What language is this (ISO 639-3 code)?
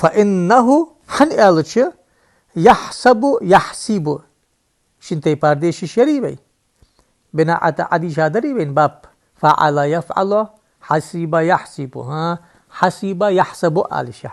inh